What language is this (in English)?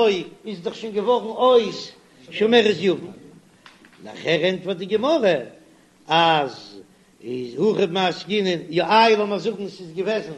Yiddish